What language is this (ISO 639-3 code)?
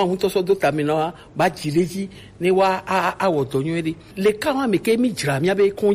gej